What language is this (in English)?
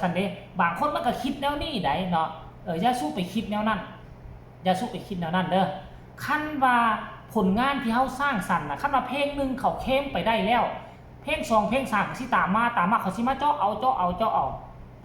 Northeastern Thai